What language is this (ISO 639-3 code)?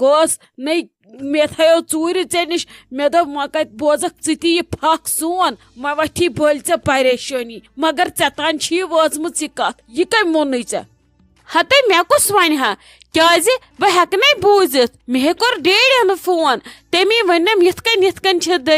kas